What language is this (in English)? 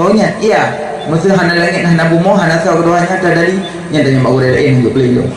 Achinese